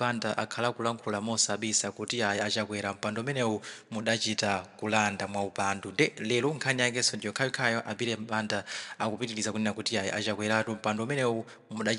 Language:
Nyanja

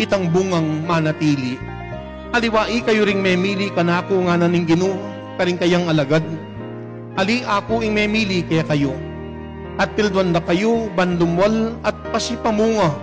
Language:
Pampanga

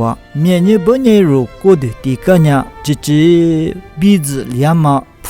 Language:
Lisu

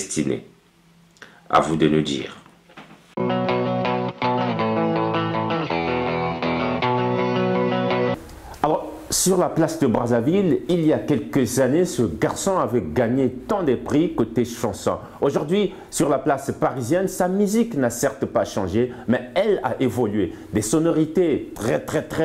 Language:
French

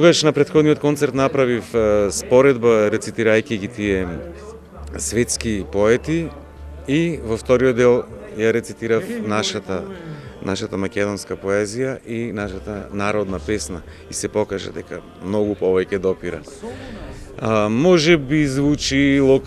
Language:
Macedonian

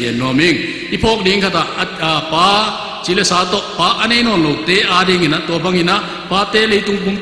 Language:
Tedim Chin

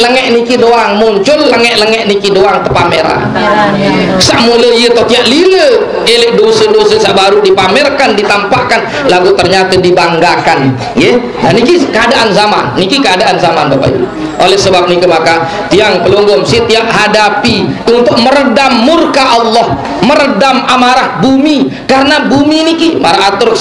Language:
Sasak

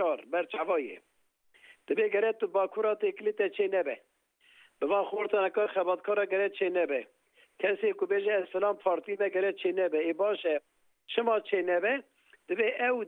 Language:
Kurdish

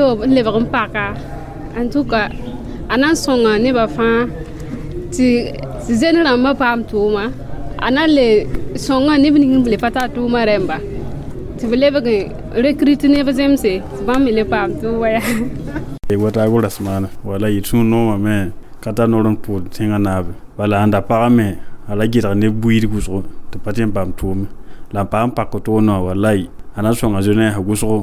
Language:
Mossi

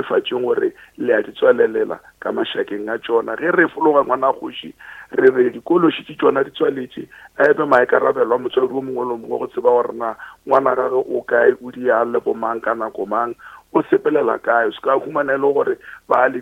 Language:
Northern Sotho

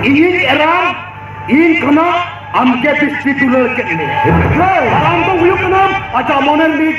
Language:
Santali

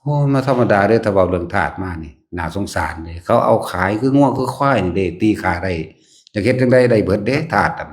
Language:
Northeastern Thai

